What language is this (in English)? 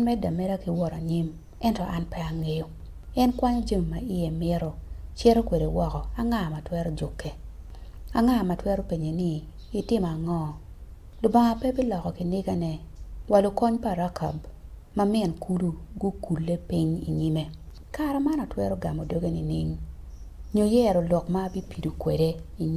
Acoli